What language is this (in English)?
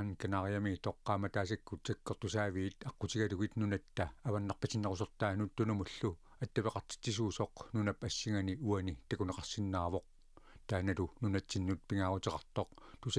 Kalaallisut